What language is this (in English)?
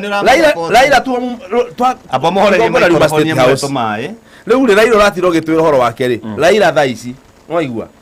Kikuyu